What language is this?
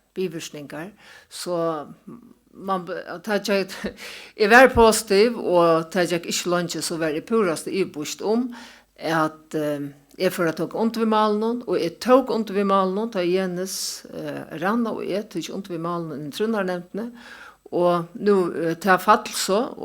Faroese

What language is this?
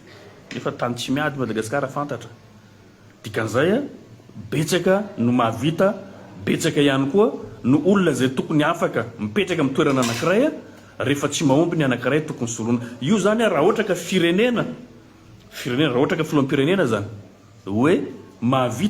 Malagasy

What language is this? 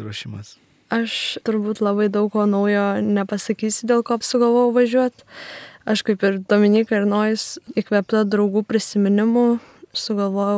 Lithuanian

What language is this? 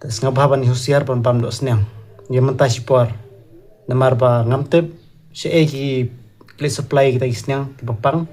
Khasi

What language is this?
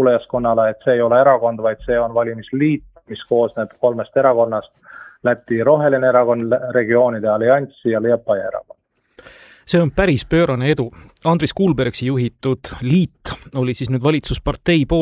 Estonian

